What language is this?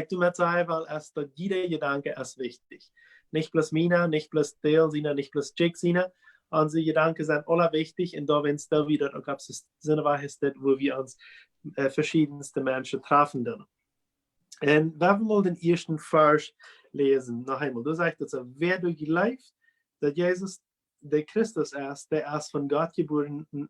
Plautdietsch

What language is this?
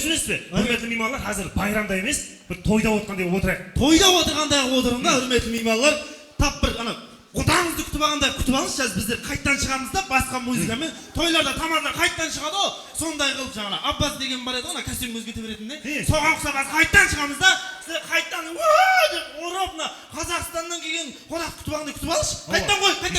Kara-Kalpak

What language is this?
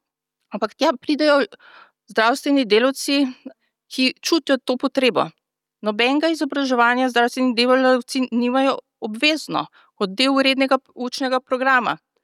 Slovenian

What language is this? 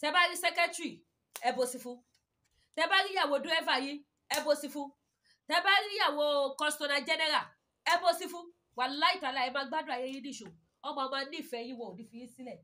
Yoruba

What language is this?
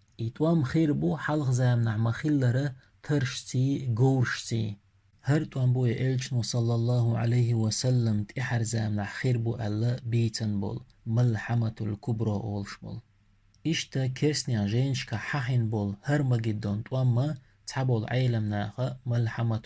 Chechen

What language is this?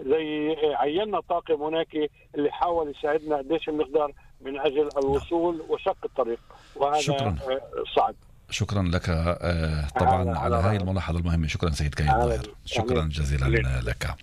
North Levantine Arabic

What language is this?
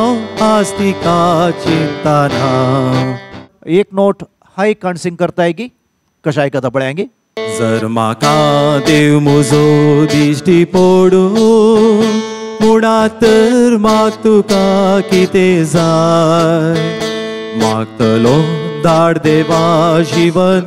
Konkani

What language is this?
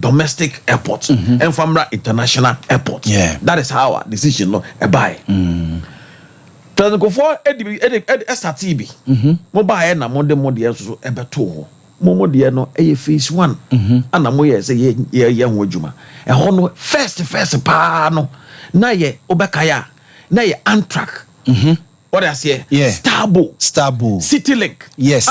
Akan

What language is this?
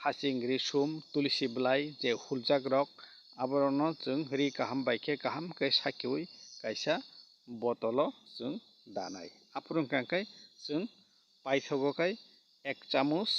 Kok Borok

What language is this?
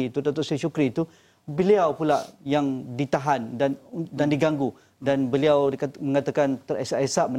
Malay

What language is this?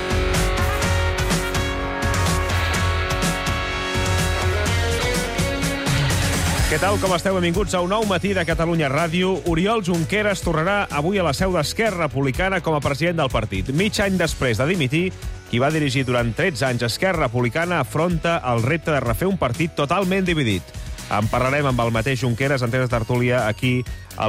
Catalan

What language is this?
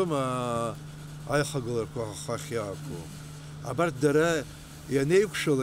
Abkhazian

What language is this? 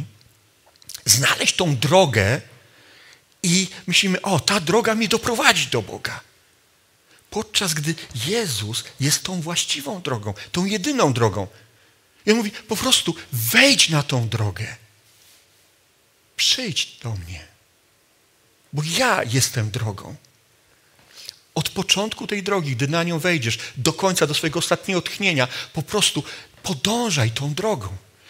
Polish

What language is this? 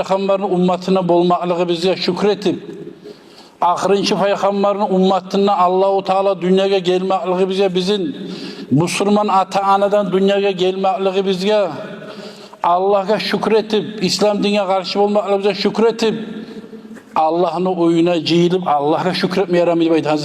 Kumyk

